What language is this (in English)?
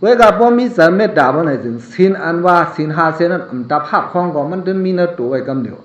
Shan